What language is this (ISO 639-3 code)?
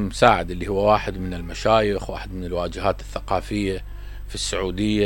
acm